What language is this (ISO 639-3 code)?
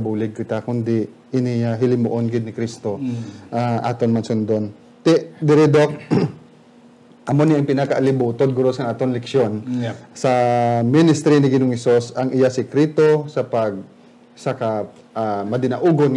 hil